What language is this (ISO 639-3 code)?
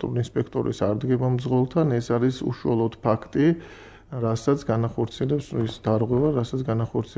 kat